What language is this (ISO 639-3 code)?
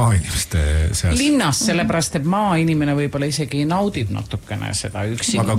est